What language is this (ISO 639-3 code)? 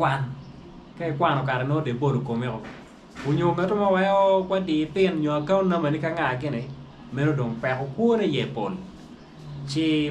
ach